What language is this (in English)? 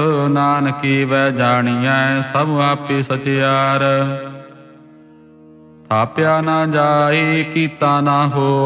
Punjabi